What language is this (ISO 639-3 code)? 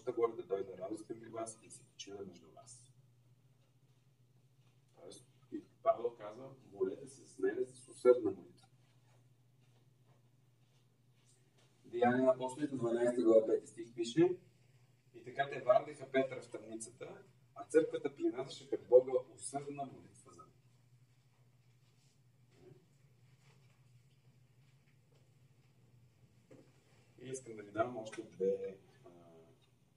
bul